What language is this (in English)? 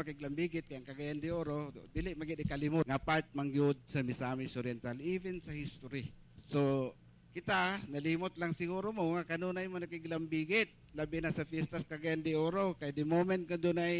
Cebuano